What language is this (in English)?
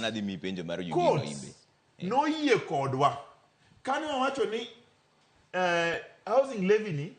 Luo (Kenya and Tanzania)